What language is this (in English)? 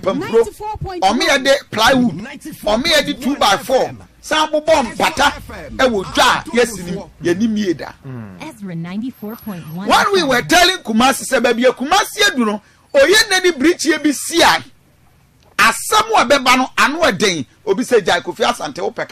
Akan